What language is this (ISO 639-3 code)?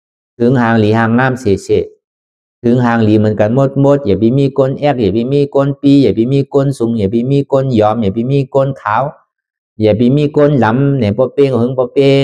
shn